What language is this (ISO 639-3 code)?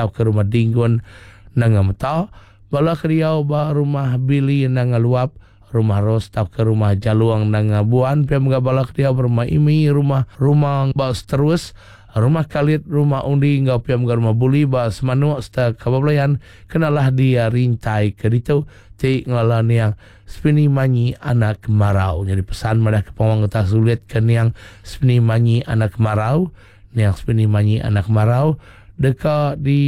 iba